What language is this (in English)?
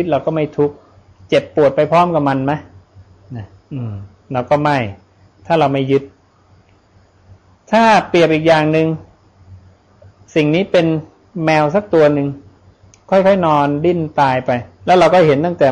Thai